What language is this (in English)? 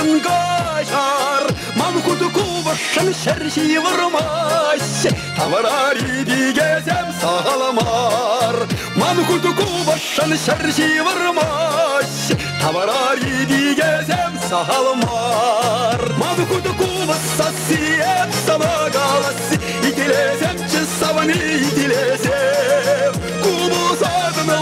Chuvash